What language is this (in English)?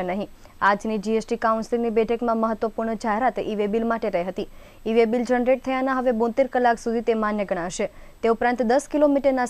Gujarati